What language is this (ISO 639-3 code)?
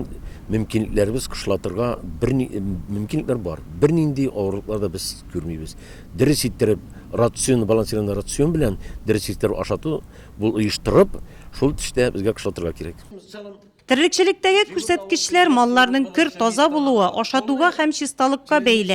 tat